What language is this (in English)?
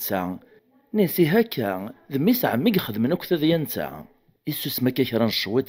Kabyle